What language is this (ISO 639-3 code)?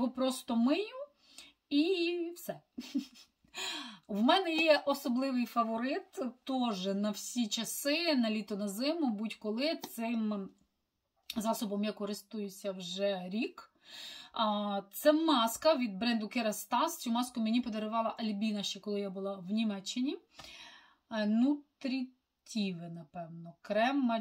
ukr